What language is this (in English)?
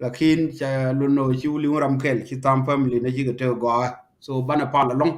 Nuer